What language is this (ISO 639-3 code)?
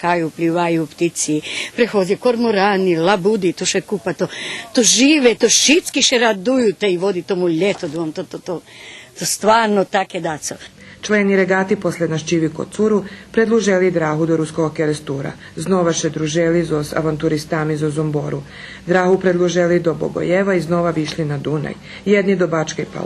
rue